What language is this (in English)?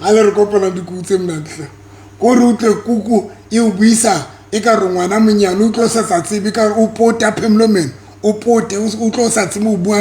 Southern Sotho